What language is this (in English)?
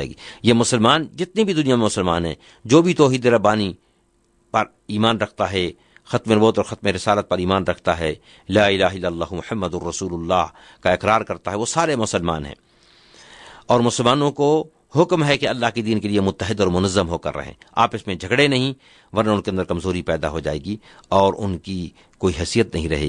Urdu